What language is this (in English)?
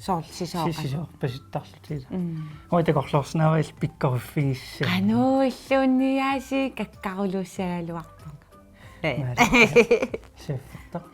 Kalaallisut